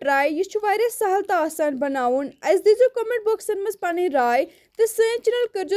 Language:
Kashmiri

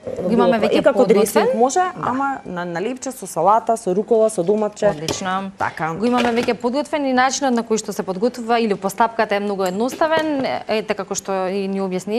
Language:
Macedonian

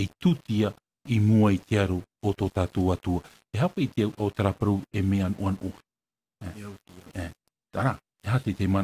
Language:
Tahitian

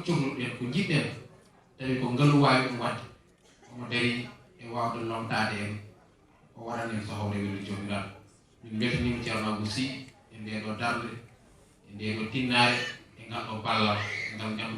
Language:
Fula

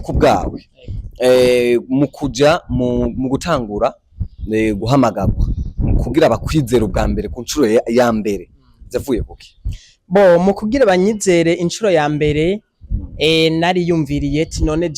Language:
Rundi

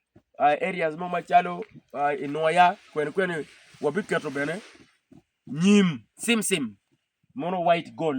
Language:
Acoli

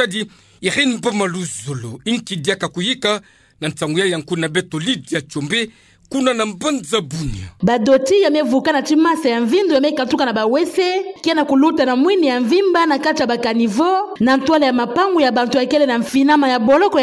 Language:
Kituba (Democratic Republic of Congo)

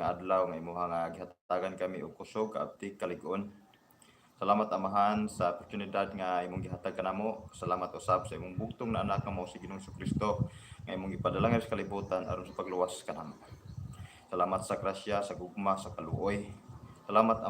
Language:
Cebuano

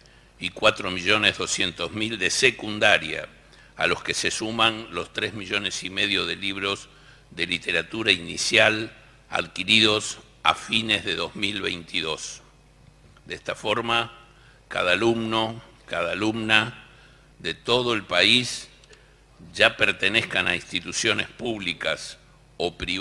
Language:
Spanish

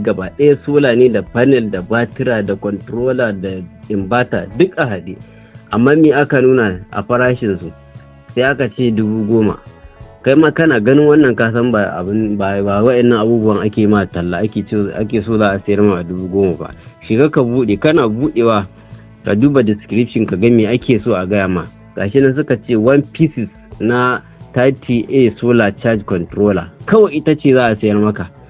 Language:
Hausa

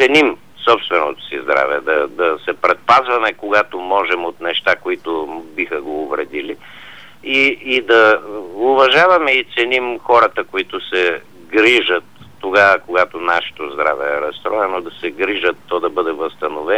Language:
Bulgarian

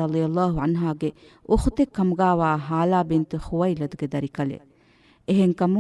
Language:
Divehi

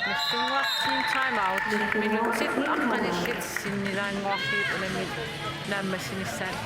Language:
Kalaallisut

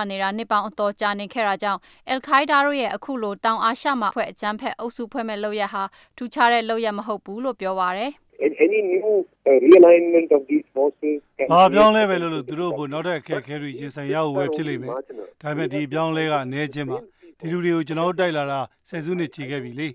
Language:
Burmese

